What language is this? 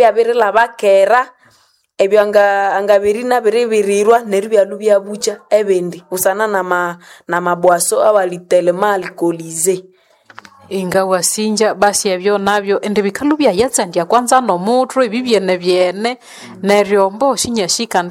Nande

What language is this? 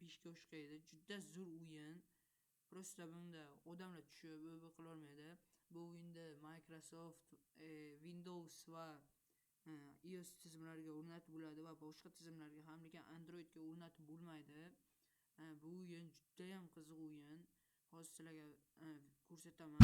Uzbek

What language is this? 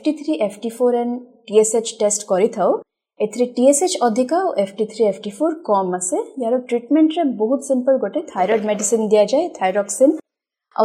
Odia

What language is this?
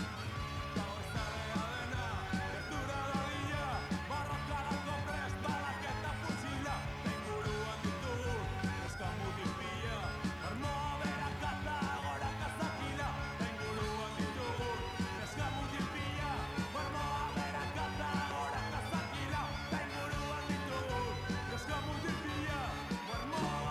Basque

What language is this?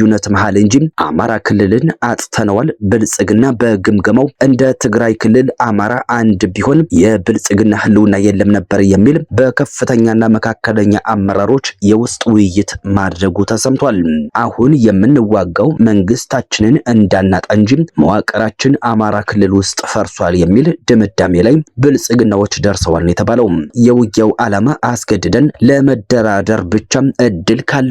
Amharic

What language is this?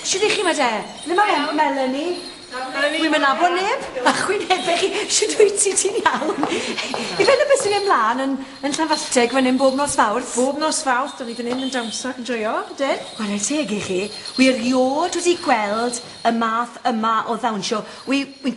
Welsh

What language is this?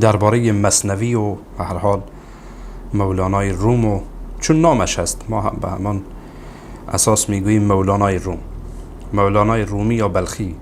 Persian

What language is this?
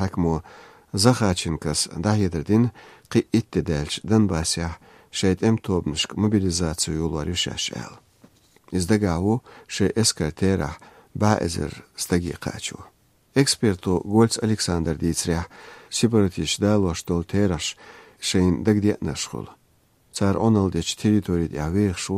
Chechen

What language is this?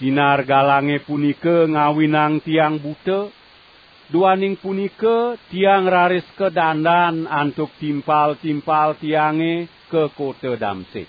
Balinese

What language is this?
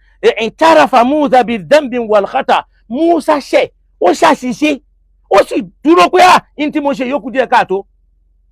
Yoruba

